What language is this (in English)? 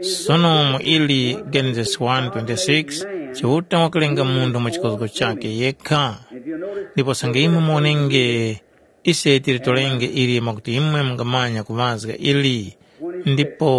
Tumbuka